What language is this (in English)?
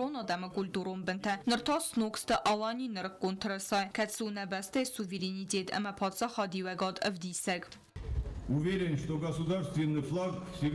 Ossetic